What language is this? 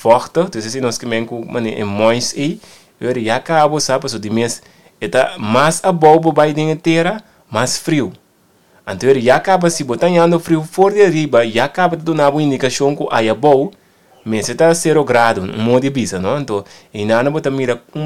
Papiamento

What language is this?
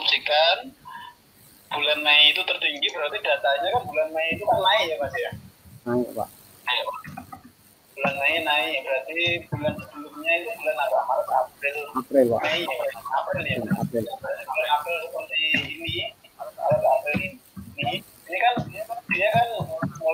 Indonesian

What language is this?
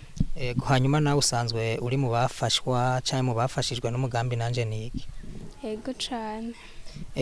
Rundi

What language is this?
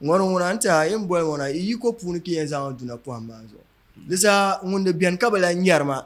Dagbani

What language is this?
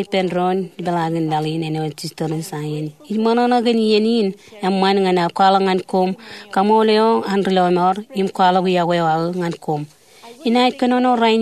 Marshallese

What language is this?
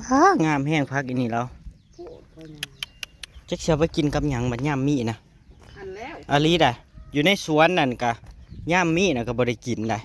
Northeastern Thai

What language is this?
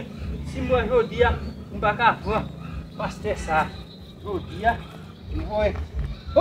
Haitian Creole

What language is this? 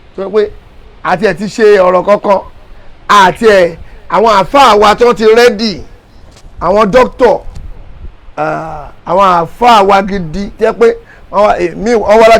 Yoruba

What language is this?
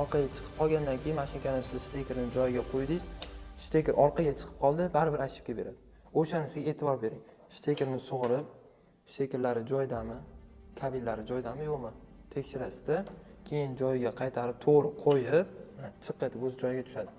Uzbek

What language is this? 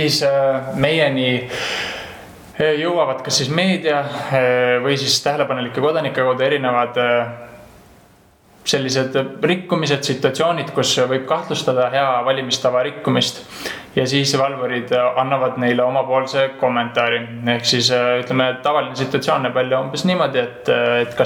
Estonian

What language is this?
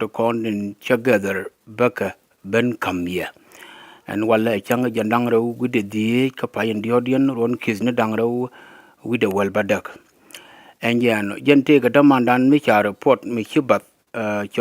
Nuer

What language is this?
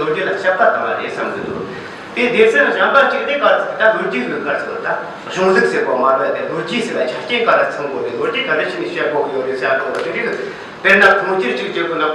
Tibetan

